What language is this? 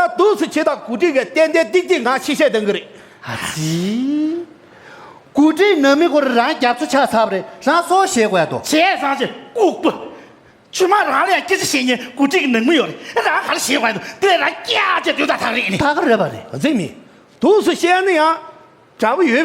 Tibetan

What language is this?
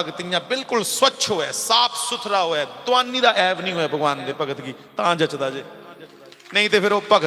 Dogri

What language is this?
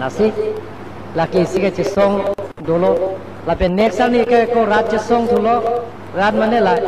Karbi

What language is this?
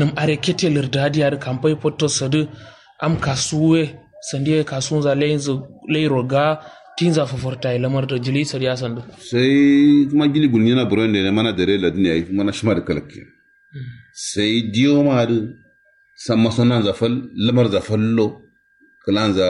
Kanuri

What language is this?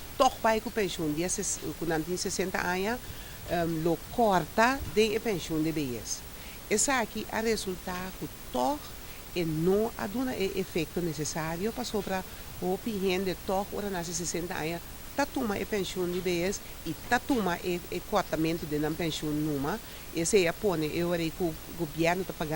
Papiamento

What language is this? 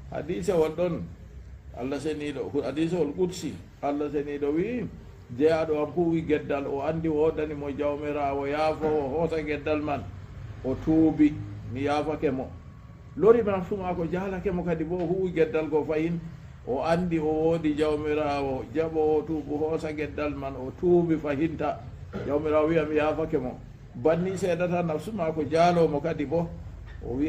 Fula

